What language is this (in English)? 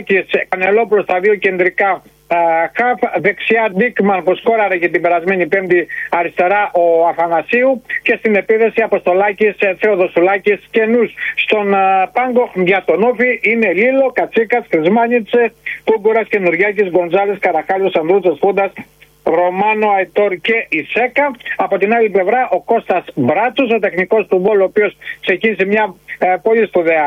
Greek